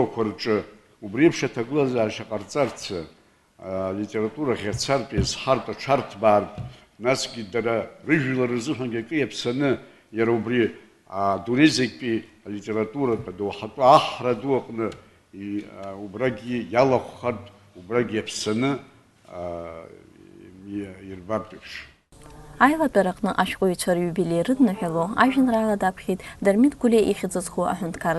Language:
Abkhazian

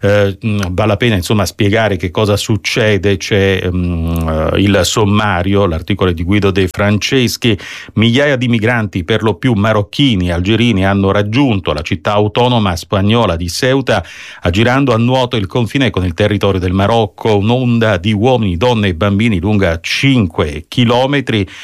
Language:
Italian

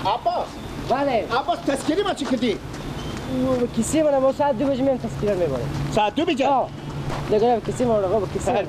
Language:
Persian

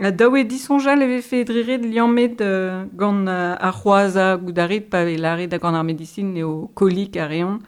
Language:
Breton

